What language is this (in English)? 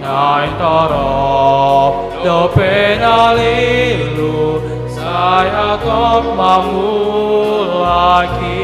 Batak Toba